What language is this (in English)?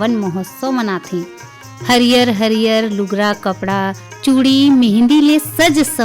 Chhattisgarhi